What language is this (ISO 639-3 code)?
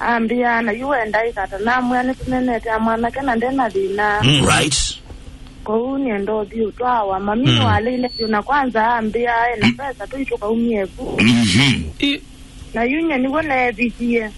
kam